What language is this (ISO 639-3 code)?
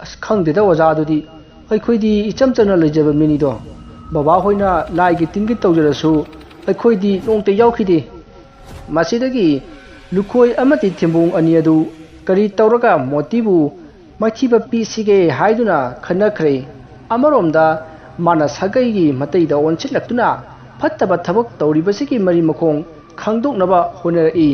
mni